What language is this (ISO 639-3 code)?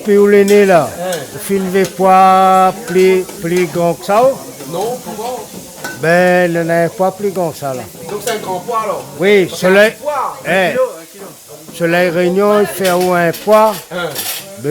rcf